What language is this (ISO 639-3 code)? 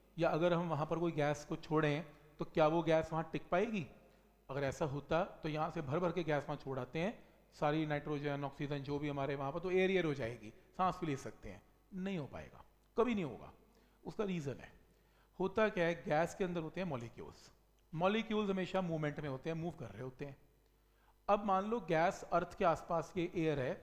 hin